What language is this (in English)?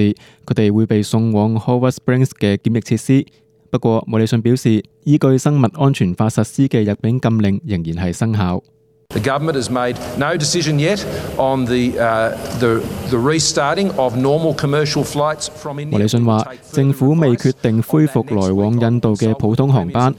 Cantonese